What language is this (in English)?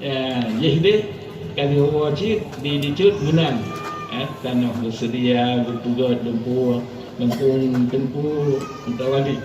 Achinese